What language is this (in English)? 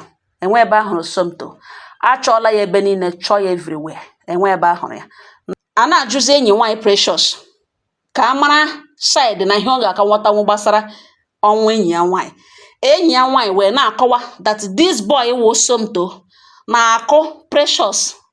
Igbo